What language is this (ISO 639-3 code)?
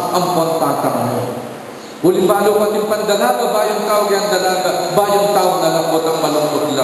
pam